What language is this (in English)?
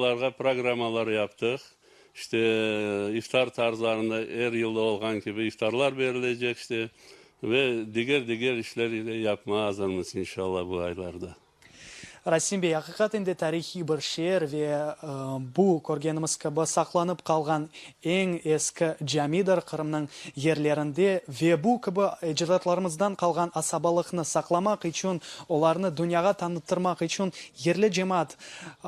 Crimean Tatar